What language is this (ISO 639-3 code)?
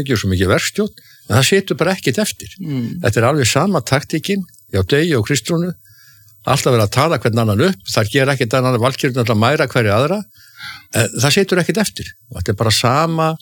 isl